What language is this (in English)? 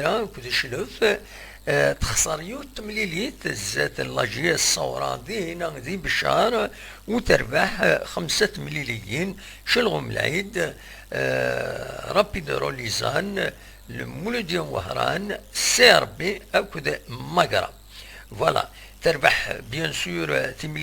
Kabyle